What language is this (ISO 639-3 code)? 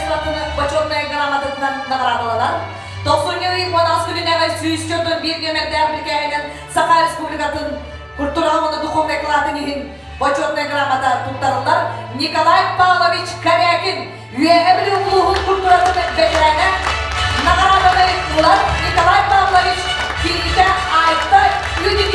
sah